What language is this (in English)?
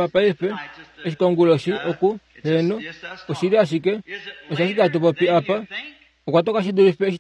Kuanyama